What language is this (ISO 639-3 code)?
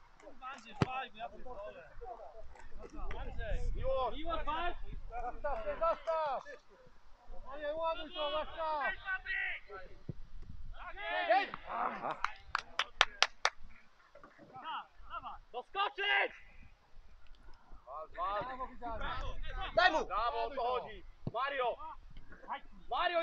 pol